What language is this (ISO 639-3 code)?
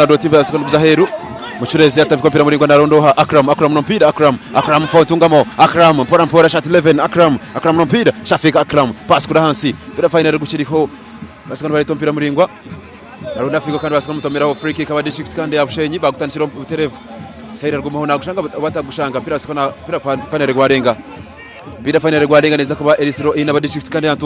nyn